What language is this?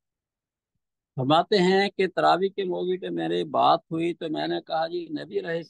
Urdu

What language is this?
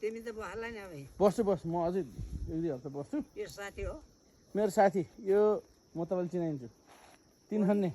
Nepali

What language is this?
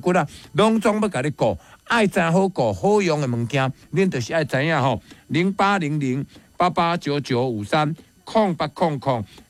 Min Nan Chinese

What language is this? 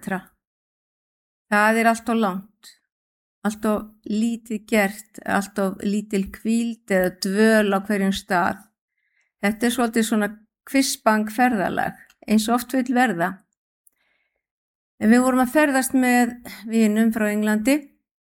Icelandic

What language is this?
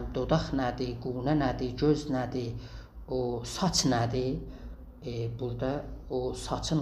South Azerbaijani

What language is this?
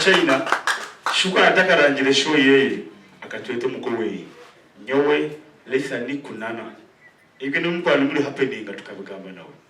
Nyankole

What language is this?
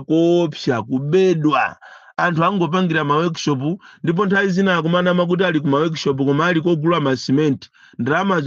Nyanja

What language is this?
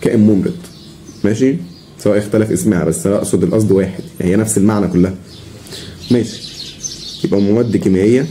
Egyptian Arabic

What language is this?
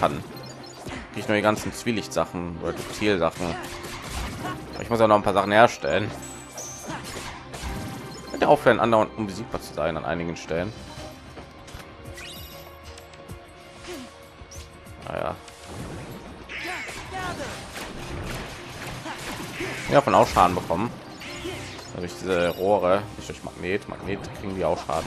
German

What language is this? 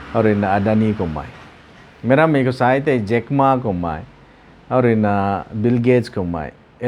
Rongmei Naga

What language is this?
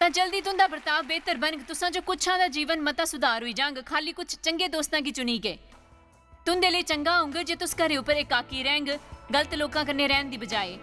Dogri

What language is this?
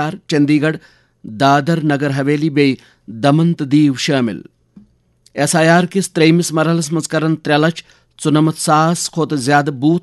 Kashmiri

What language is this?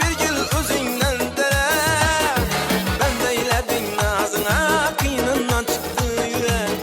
Kara-Kalpak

